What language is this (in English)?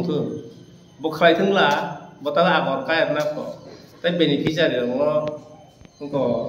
Kok Borok